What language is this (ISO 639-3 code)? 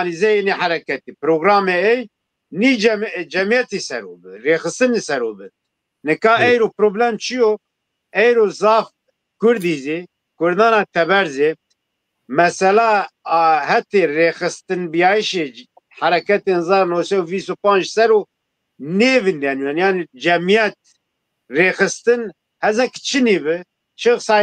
zza